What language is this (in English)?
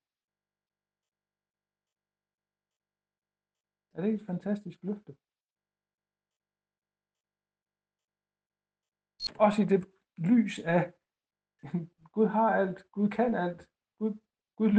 Danish